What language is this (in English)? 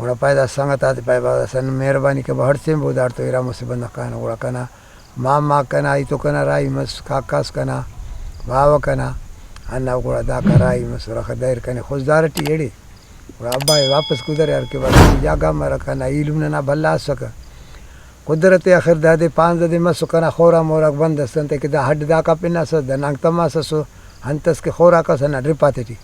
Brahui